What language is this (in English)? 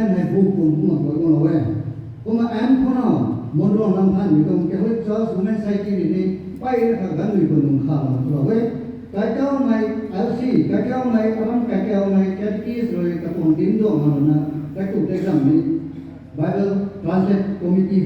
Rongmei Naga